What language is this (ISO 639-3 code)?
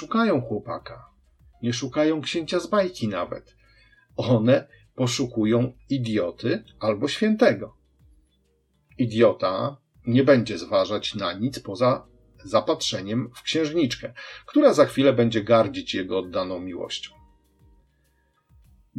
pol